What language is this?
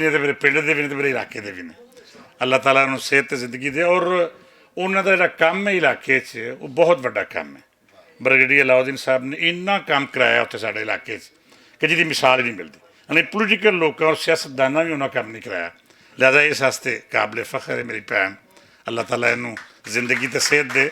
Western Panjabi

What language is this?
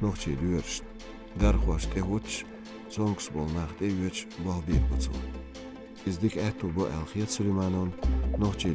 Chechen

